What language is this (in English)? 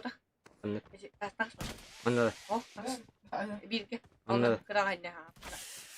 Yakut